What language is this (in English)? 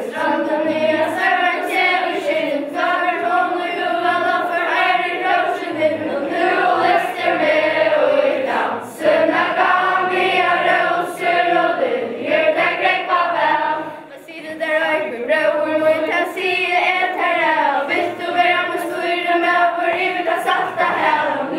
Faroese